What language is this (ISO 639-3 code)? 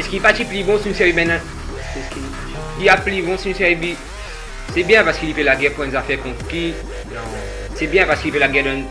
mfe